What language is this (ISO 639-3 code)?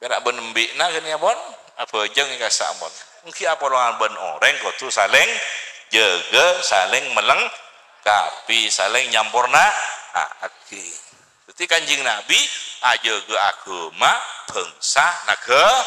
mad